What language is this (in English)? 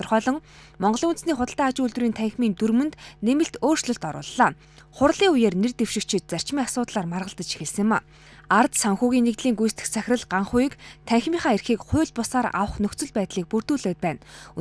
Mongolian